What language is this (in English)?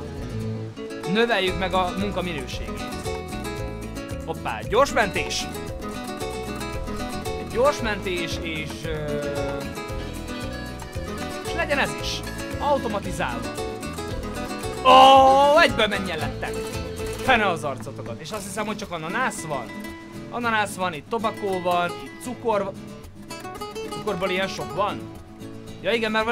Hungarian